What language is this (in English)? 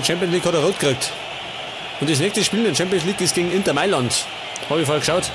Bavarian